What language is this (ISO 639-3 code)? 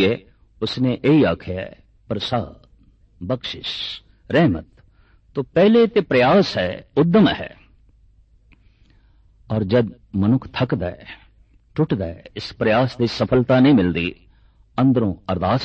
pan